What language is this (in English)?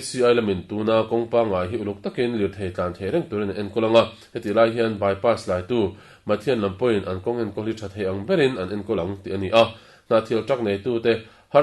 Mizo